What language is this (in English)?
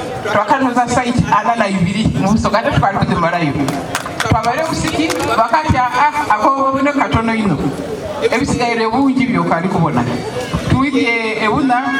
Soga